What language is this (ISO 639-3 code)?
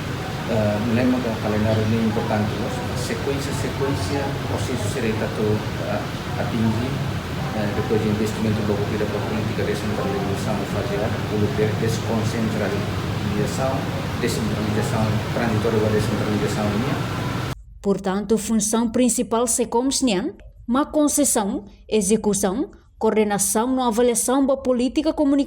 tet